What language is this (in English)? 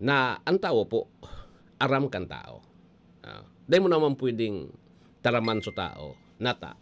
Bikol